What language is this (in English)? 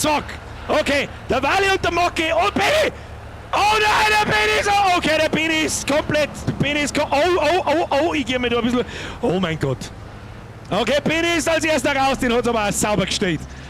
Bavarian